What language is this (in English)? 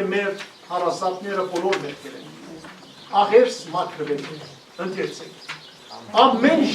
Western Armenian